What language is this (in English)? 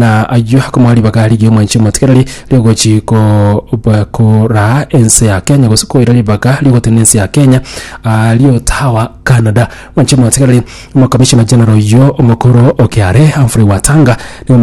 Gusii